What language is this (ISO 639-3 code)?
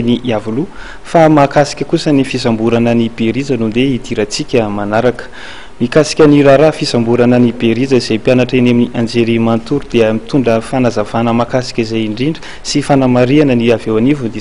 mlg